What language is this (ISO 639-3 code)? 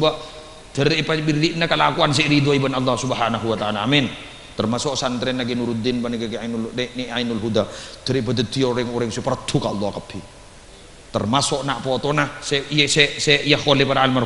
mad